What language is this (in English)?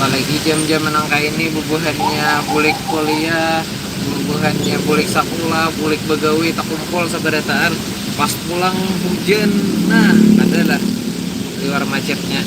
Banjar